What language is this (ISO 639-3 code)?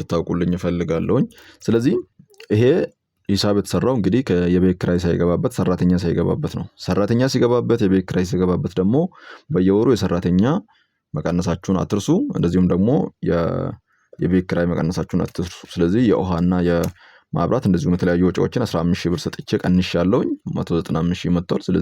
amh